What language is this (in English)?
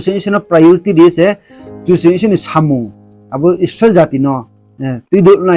Riang (India)